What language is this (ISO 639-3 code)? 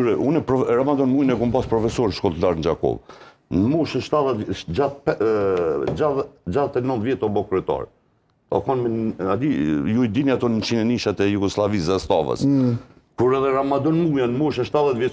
sqi